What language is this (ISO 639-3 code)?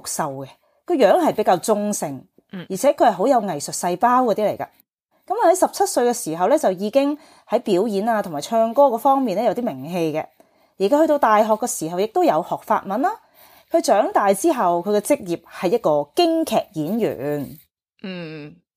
yue